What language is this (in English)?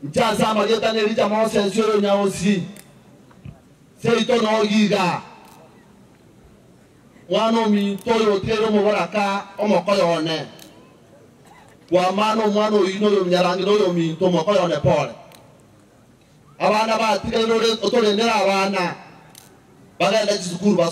Gusii